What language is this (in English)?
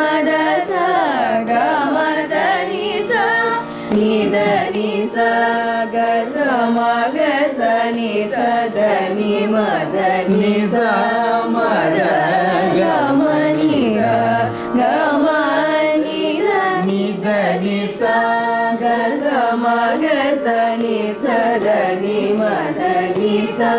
Tamil